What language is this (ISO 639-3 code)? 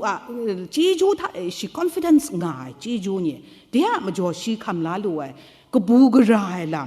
kac